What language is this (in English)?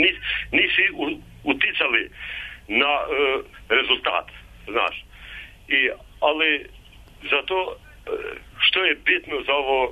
Serbian